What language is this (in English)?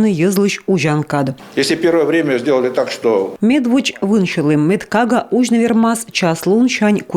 Komi